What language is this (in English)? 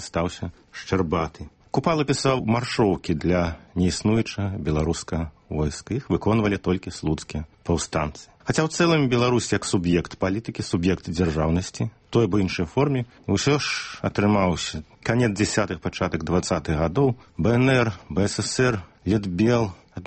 Belarusian